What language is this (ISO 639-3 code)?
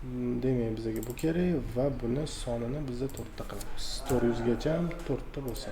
uzb